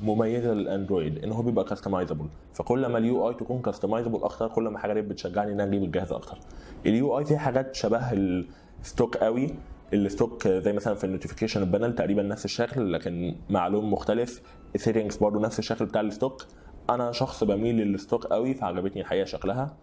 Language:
Egyptian Arabic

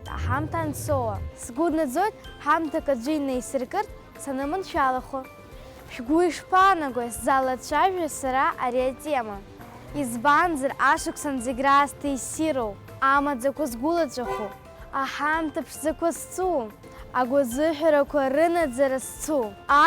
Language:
Abkhazian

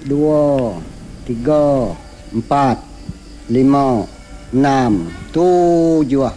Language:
Iban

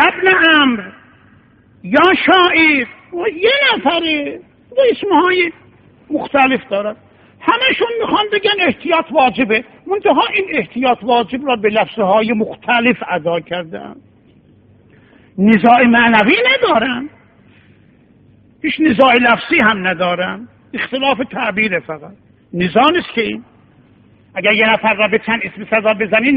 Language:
Persian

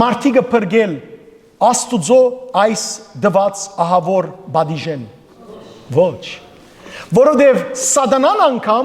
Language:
Western Armenian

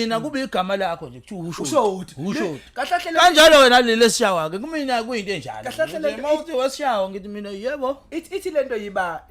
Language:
Zulu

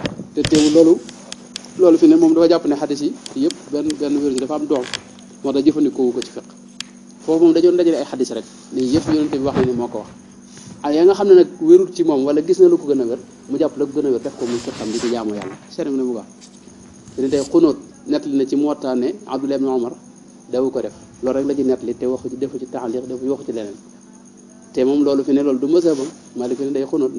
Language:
Wolof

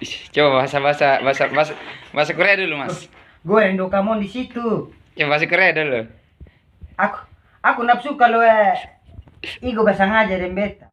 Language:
Ambonese Malay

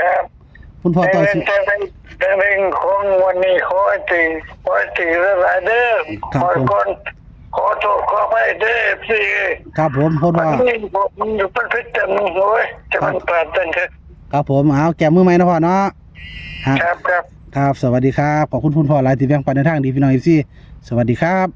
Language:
Northeastern Thai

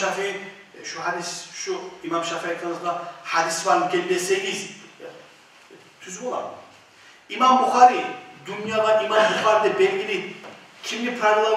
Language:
Kumyk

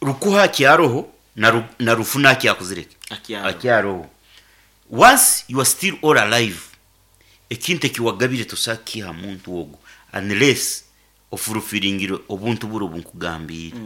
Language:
Nyankole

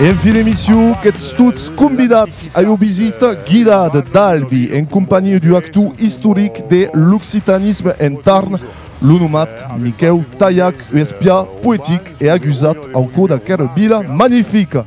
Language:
Occitan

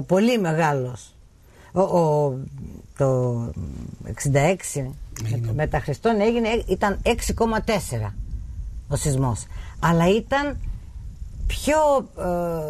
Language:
Greek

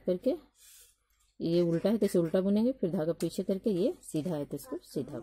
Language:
Hindi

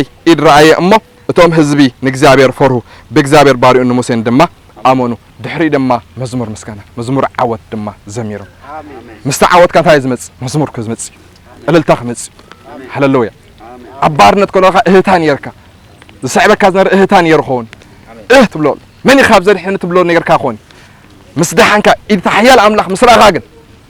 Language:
Tigrinya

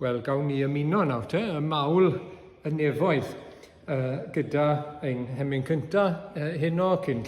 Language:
Welsh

